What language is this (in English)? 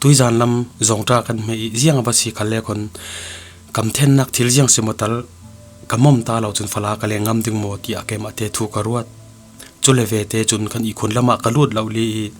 Falam Chin